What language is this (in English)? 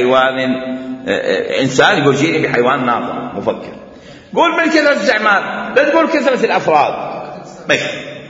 Mesopotamian Arabic